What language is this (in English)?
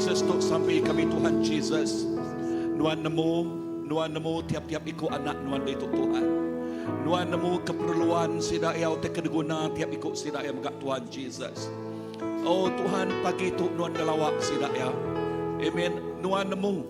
Iban